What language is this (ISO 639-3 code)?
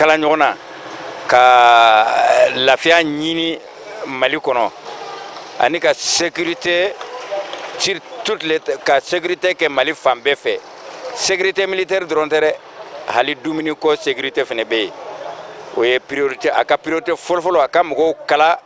bam